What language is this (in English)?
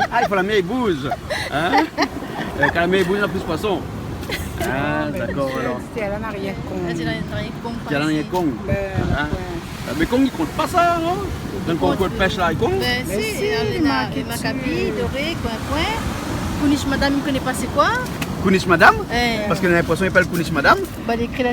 Réunion Creole French